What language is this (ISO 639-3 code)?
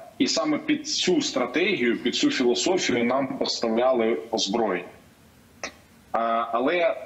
ukr